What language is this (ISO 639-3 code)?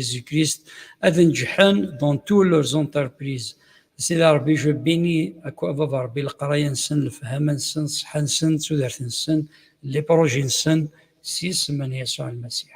kab